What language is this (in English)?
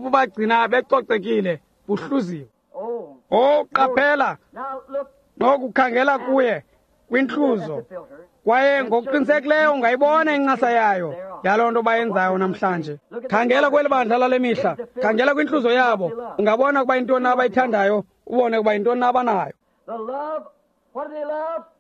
Xhosa